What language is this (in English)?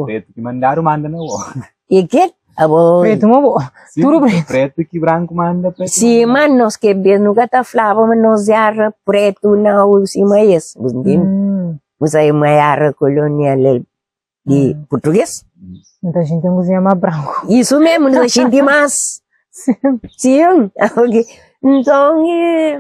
Kabuverdianu